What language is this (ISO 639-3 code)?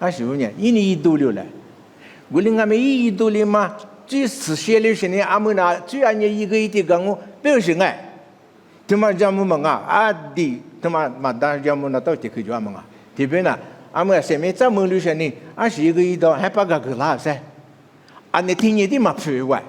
lis